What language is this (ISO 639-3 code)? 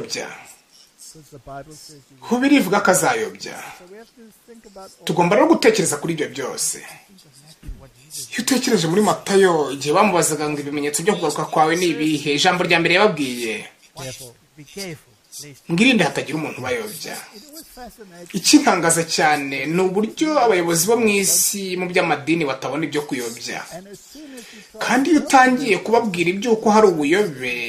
kin